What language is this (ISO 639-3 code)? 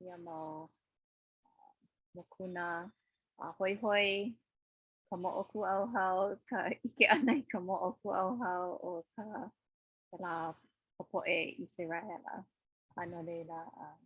haw